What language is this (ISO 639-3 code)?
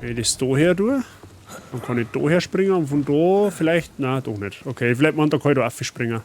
bar